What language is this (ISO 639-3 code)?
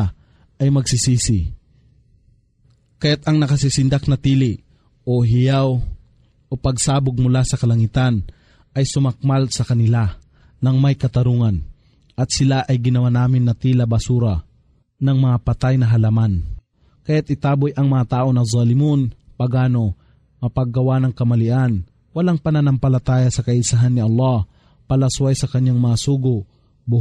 fil